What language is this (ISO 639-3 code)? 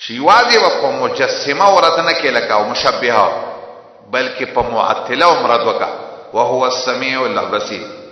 pus